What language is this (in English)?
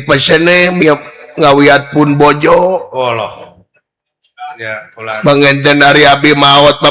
Sundanese